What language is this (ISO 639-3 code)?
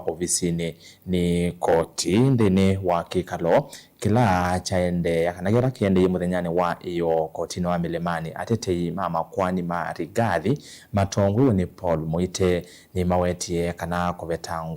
kam